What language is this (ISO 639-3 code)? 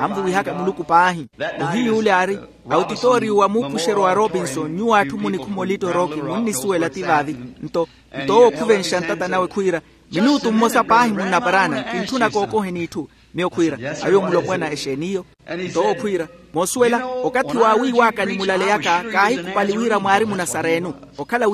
vmw